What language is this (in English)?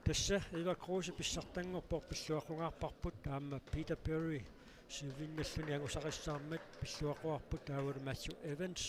Kalaallisut